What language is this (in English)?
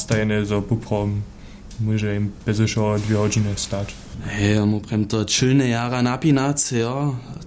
Upper Sorbian